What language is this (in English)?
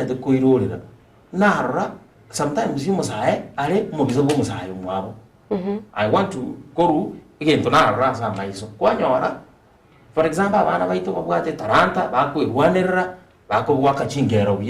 Gusii